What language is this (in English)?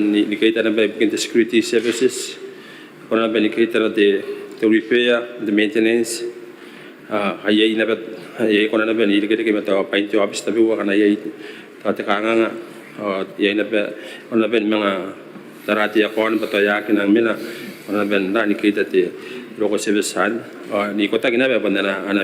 Gilbertese